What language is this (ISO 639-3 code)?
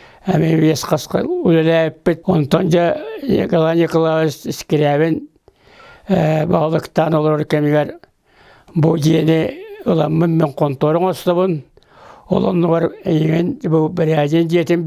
sah